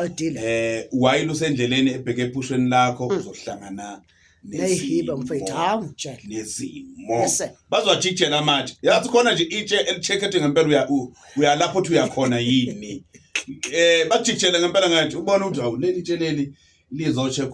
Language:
Zulu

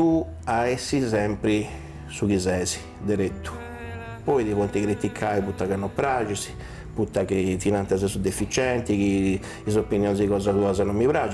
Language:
Sardinian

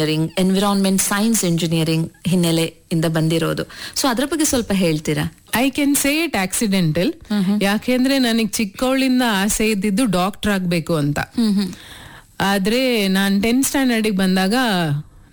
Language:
Kannada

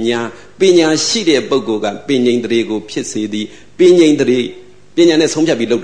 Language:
Burmese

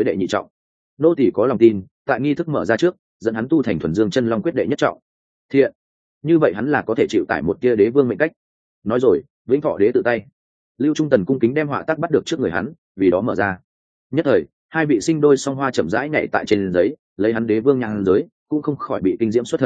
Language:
Vietnamese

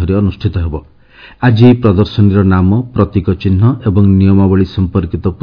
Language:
Odia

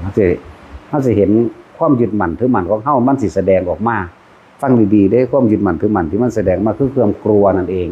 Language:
Northeastern Thai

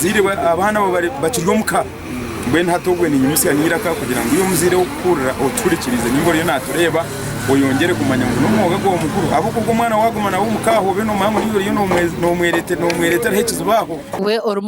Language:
Nyankole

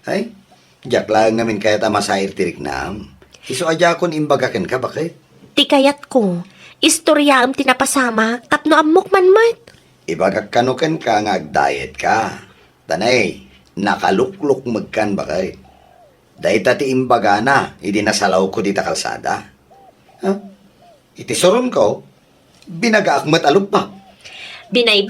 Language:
Iloko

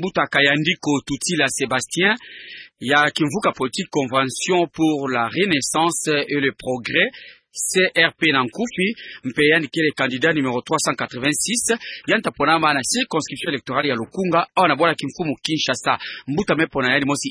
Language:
Kituba (Democratic Republic of Congo)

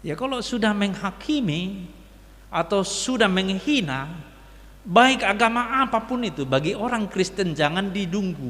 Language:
Batak Toba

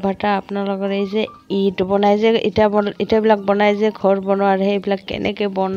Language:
Assamese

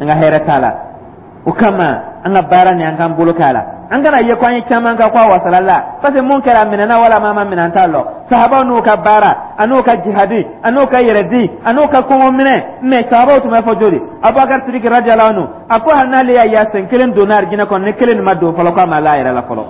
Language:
Dyula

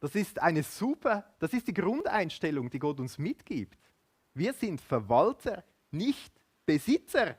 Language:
Swiss German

